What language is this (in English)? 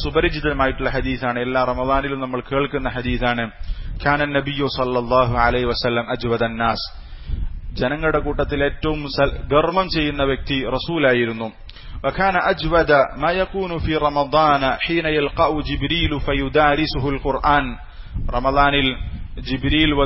Malayalam